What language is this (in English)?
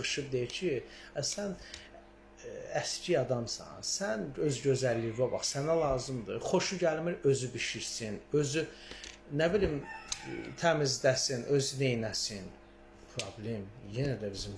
Azerbaijani